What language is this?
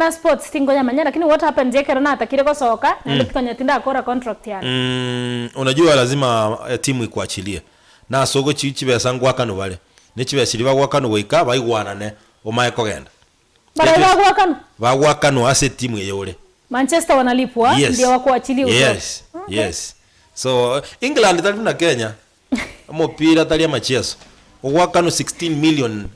Gusii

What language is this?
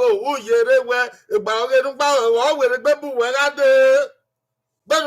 Bini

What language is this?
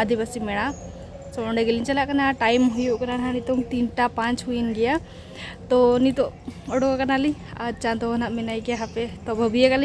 Santali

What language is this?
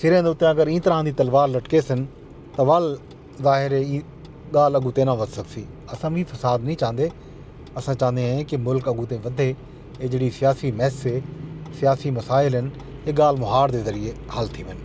Saraiki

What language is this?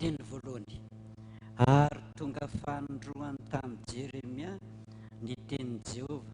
Malagasy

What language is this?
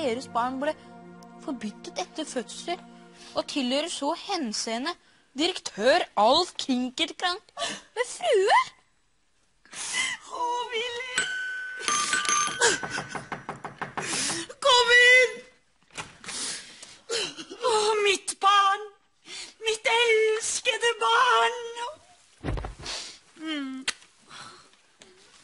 Norwegian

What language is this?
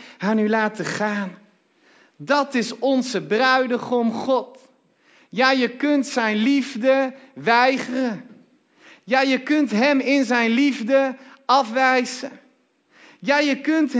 Dutch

